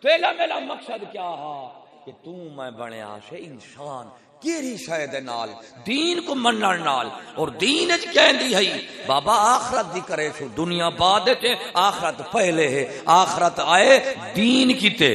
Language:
Saraiki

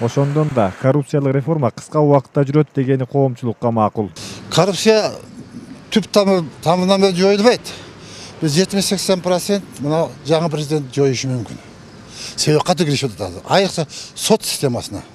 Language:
Kyrgyz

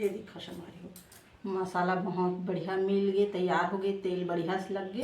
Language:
Chhattisgarhi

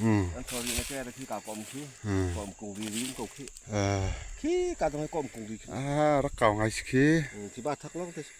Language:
Falam Chin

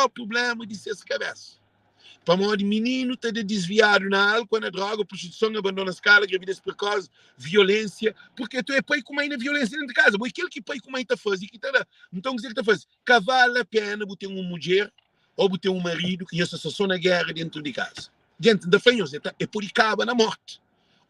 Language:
Kabuverdianu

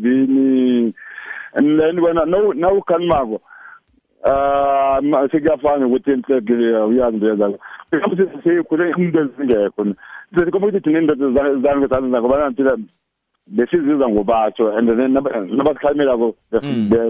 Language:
South Ndebele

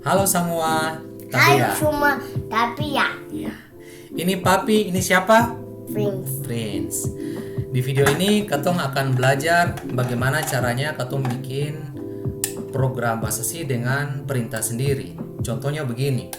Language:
Ambonese Malay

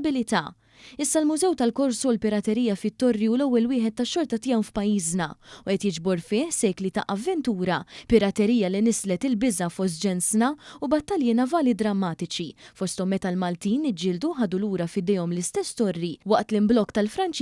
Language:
Maltese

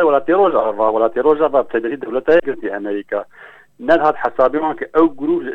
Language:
Kurdish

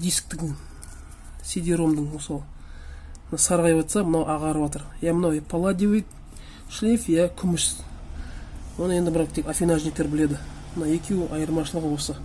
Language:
Kazakh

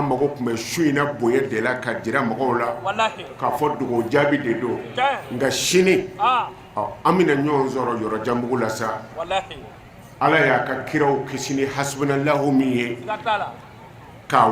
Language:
Bambara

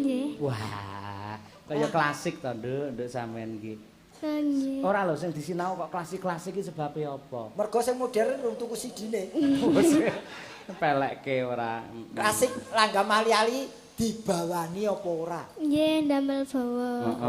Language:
Javanese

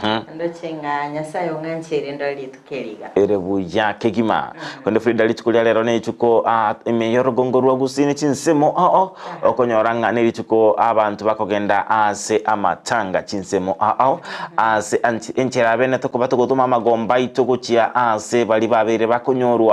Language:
Gusii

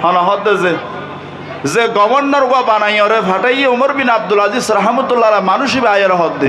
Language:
Rohingya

